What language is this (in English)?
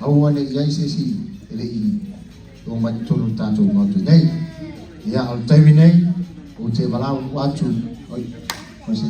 Samoan